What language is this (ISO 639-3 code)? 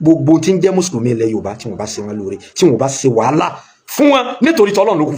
yor